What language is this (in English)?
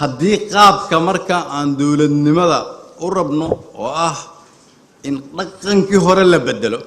Somali